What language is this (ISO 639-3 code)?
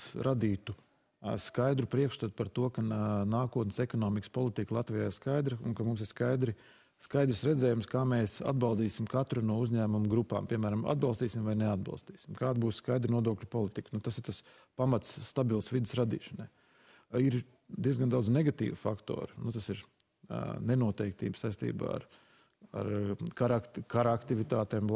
lav